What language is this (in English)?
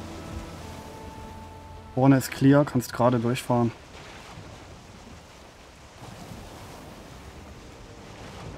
German